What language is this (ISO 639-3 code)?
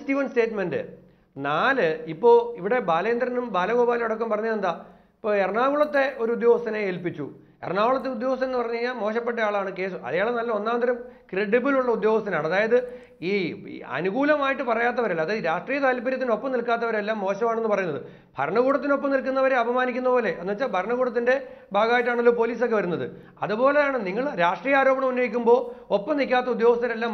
mal